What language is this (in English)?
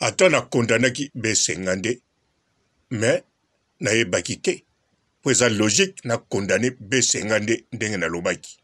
Lingala